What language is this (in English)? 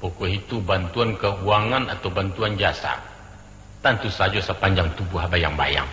Minangkabau